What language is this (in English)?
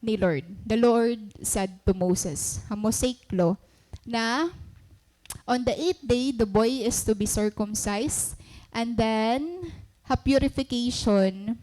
Waray